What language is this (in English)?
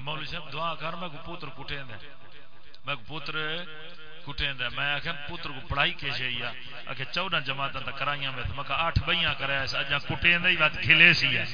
Saraiki